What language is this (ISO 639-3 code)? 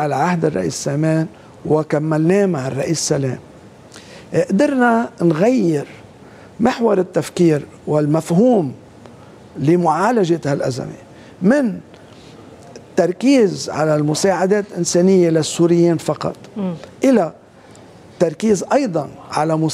apc